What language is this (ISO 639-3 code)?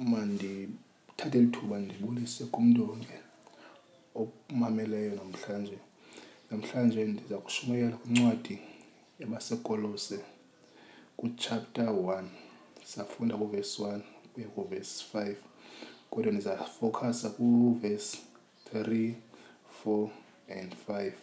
xho